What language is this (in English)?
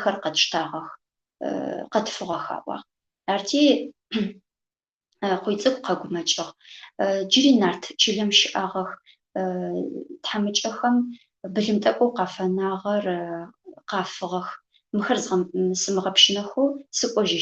Adyghe